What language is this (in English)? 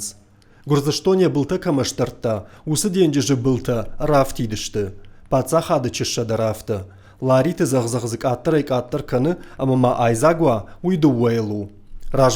Ossetic